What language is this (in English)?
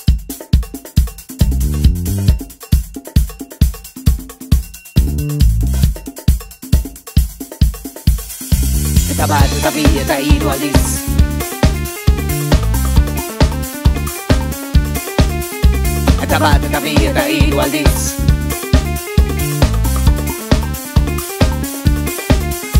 Basque